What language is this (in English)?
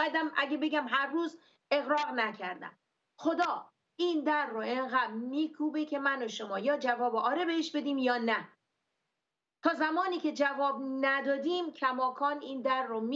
Persian